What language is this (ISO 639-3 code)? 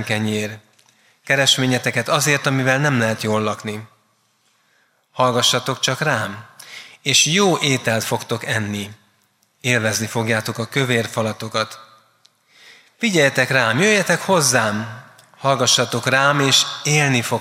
hun